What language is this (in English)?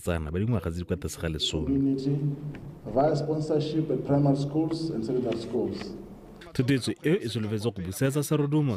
Tswana